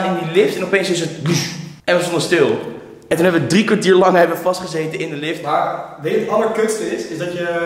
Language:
Dutch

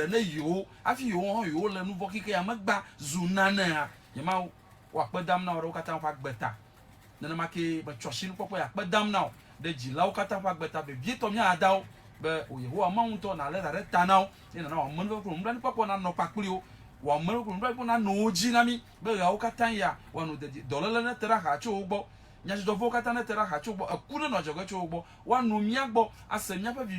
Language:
Ewe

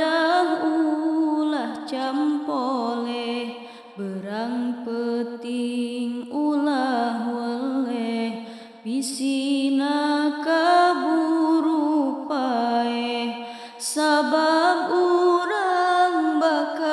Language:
Sundanese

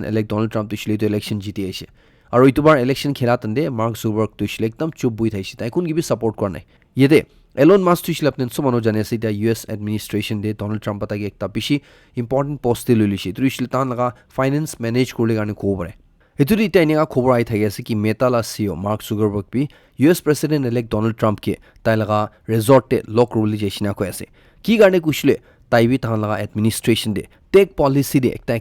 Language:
Naga Pidgin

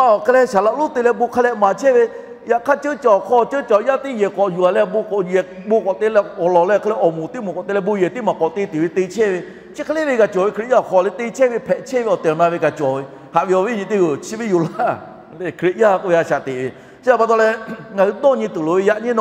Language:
Lahu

